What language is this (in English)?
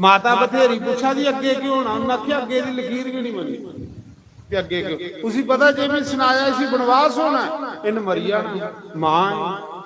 Dogri